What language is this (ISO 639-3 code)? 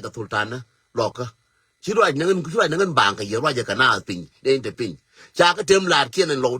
nus